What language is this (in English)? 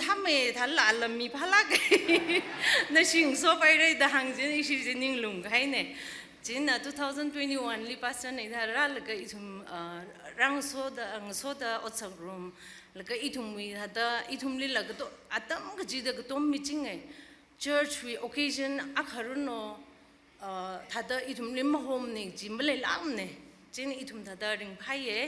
Tangkhul Naga (India)